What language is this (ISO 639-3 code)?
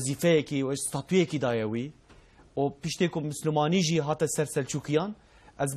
kur